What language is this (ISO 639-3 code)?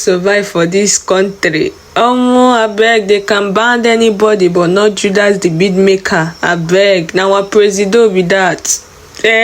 pcm